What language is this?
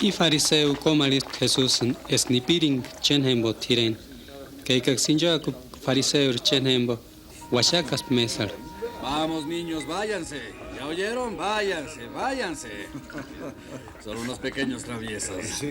Purepecha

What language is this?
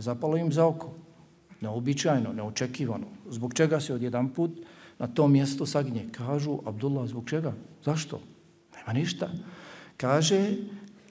Bosnian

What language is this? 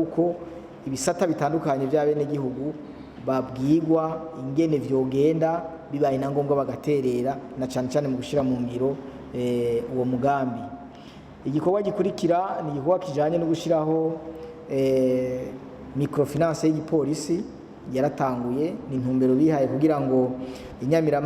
Rundi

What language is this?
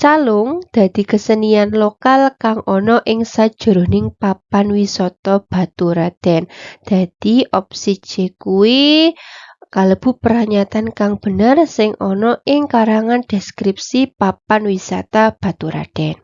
Javanese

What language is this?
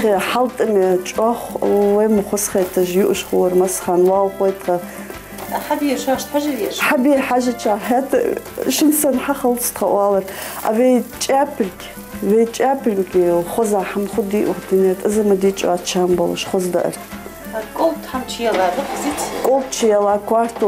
Ingush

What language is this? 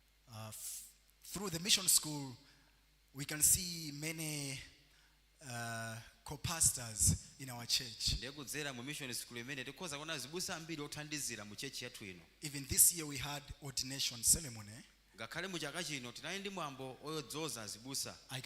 Nyanja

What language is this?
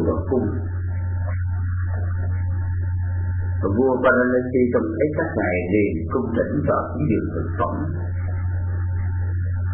Vietnamese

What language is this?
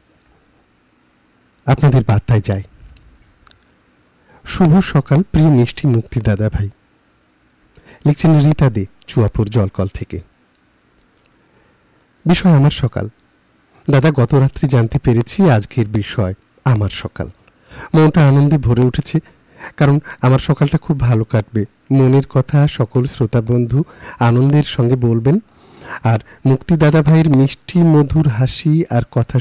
Bangla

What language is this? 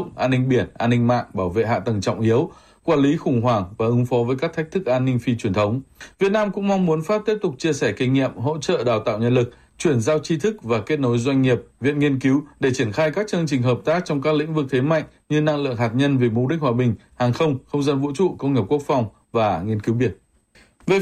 Vietnamese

